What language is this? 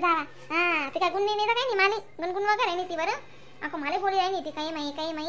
Khandesi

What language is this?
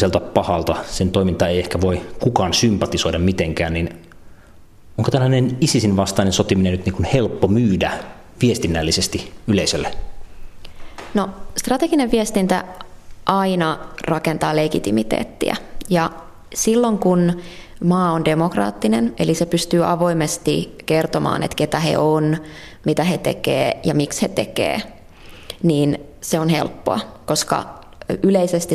Finnish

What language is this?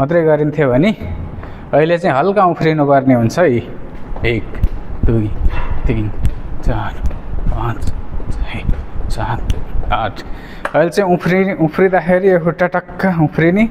Nepali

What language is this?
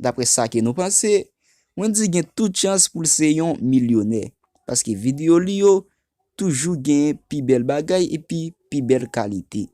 Haitian Creole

